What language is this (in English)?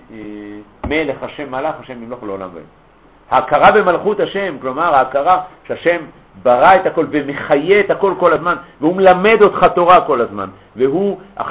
Hebrew